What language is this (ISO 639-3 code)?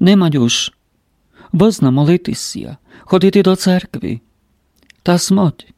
rue